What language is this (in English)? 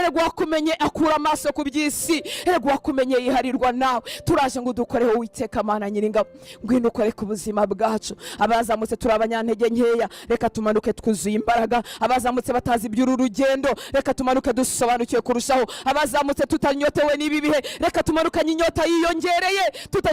Kinyarwanda